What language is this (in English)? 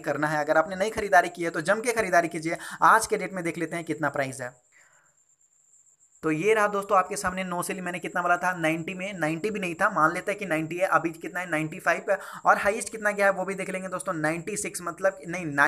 Hindi